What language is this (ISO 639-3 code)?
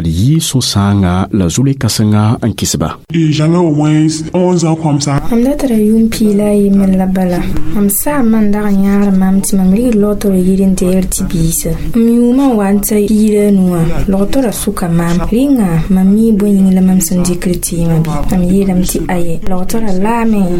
mos